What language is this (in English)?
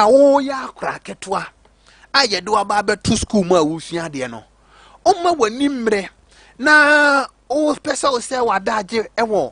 Akan